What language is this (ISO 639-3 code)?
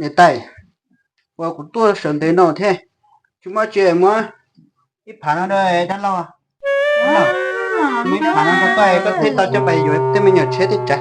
hmn